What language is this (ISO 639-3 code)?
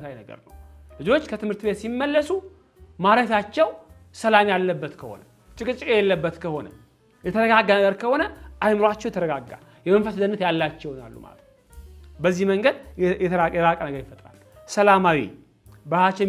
amh